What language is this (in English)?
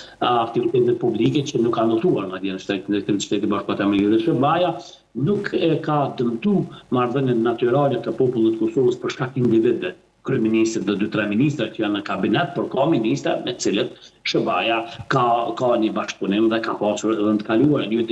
Albanian